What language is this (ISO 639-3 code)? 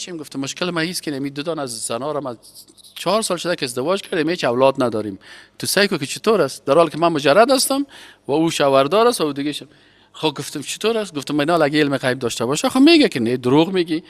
fas